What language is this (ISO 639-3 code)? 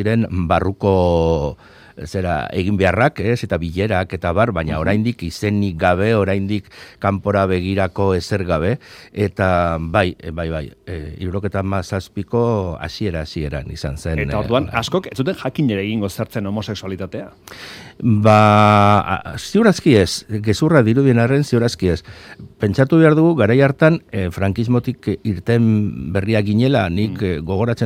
eus